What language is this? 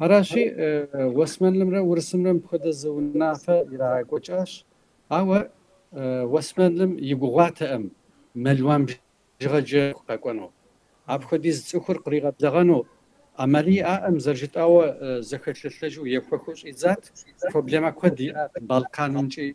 Kabardian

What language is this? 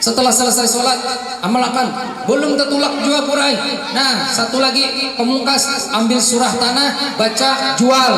Banjar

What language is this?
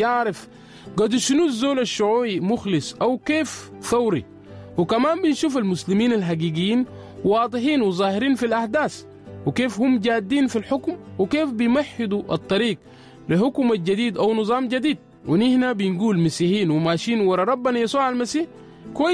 Sudanese Arabic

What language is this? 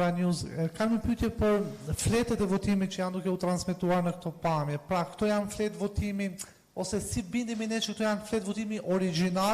Albanian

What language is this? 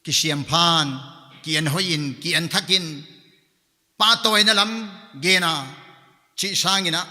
Paite Chin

